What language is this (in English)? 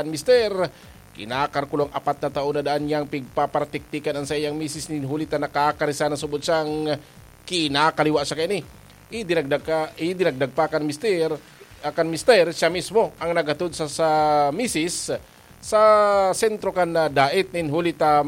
Bikol